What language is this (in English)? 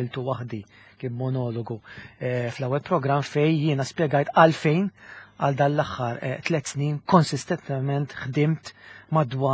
Maltese